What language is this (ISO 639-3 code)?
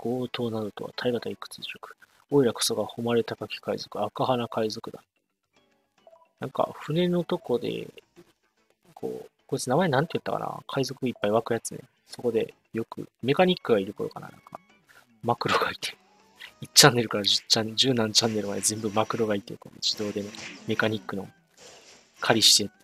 jpn